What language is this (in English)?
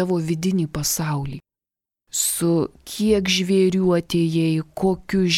Lithuanian